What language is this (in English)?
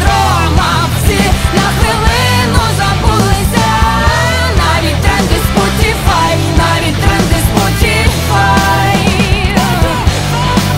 Ukrainian